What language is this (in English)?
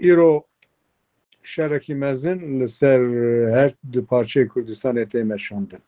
Kurdish